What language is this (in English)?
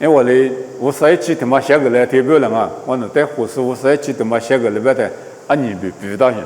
Lisu